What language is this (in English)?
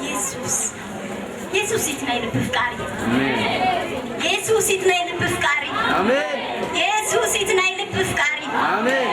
Tigrinya